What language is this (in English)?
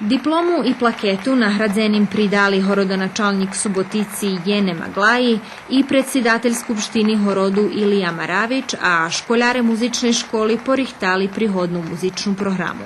Rusyn